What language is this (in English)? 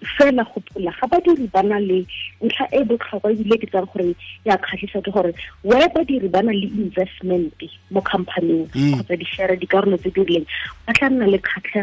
Tswana